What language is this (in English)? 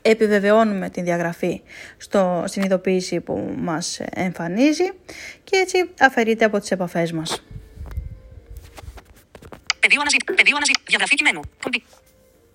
Greek